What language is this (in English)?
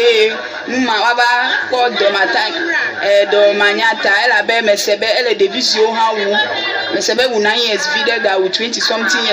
Ewe